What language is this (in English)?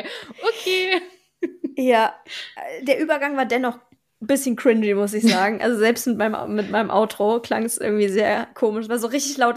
German